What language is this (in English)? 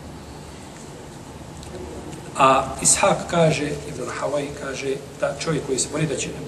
Bosnian